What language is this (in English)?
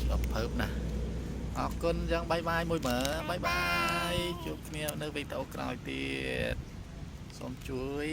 Khmer